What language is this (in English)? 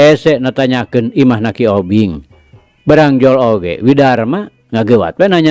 Sundanese